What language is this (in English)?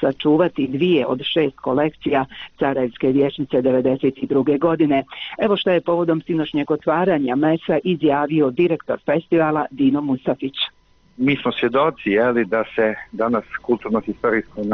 Bosnian